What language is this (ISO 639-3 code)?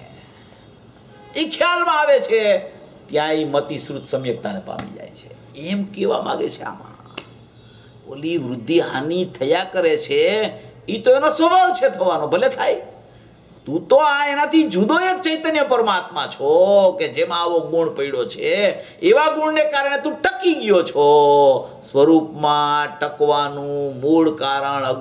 guj